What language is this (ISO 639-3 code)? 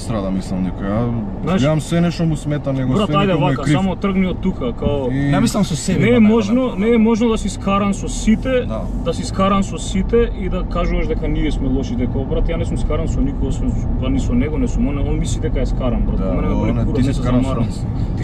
mkd